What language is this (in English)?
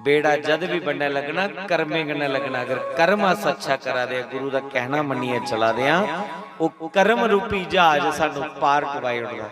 Dogri